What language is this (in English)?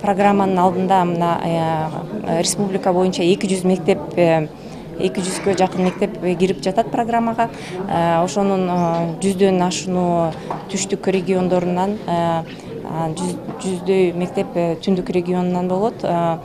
Kyrgyz